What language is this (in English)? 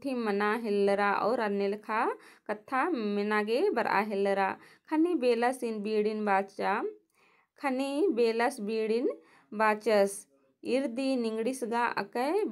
Kurukh